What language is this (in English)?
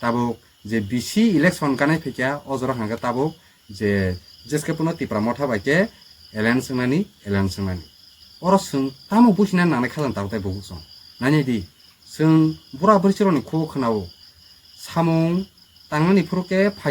Kok Borok